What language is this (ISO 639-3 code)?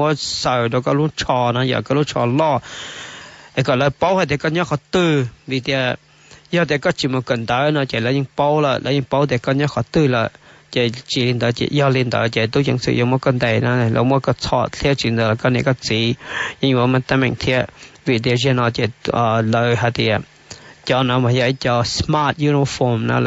hmn